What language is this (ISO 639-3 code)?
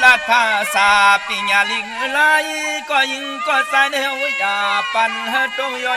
shn